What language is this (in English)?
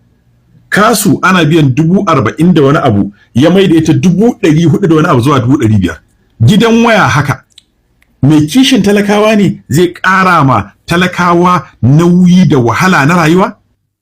Hausa